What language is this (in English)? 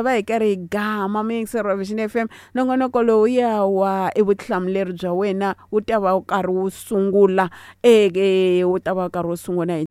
Tsonga